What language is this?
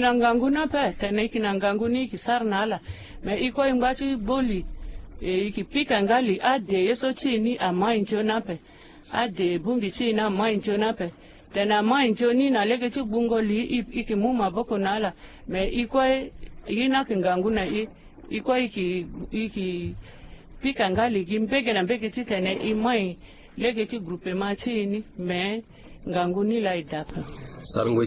Sango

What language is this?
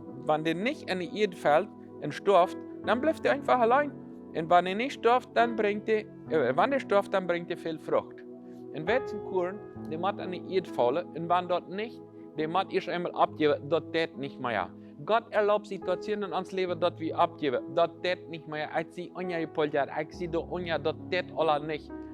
Plautdietsch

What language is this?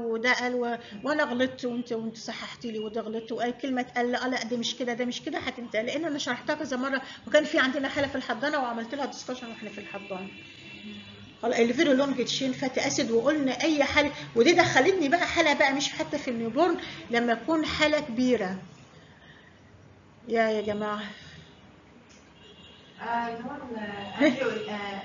Egyptian Arabic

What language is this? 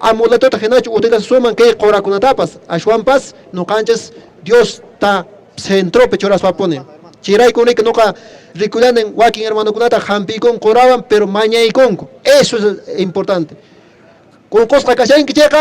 Quechua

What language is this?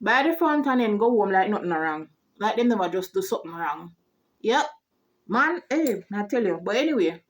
Jamaican Creole English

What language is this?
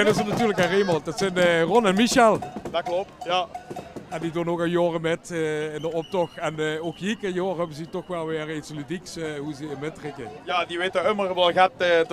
Limburgish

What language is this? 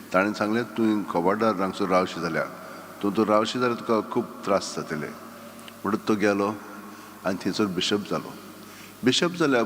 Konkani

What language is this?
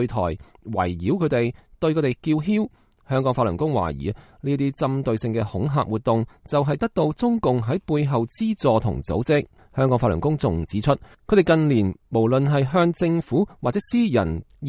Cantonese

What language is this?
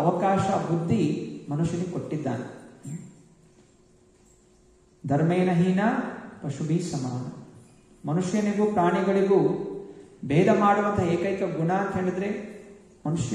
Kannada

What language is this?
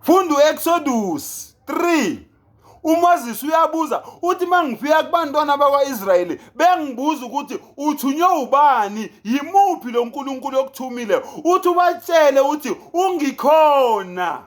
Zulu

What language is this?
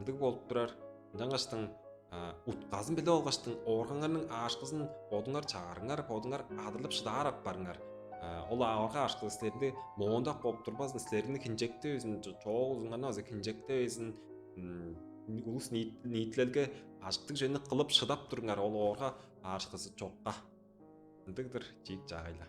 Tuvinian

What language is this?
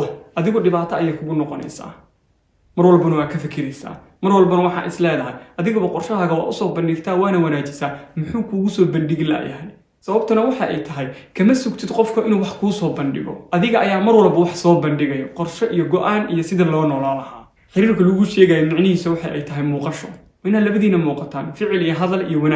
Somali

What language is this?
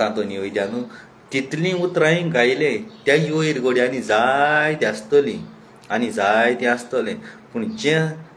Konkani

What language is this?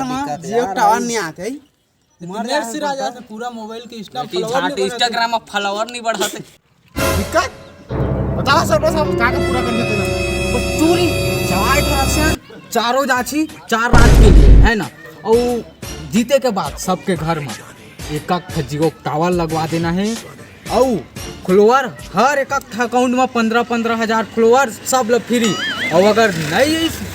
Chhattisgarhi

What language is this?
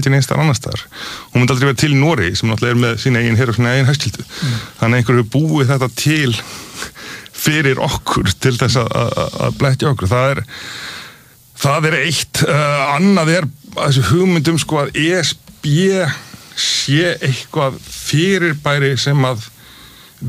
Icelandic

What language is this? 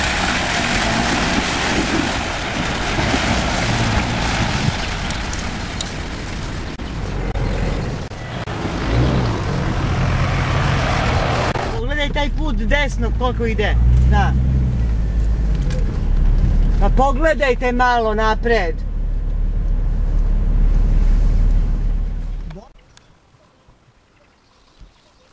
Serbian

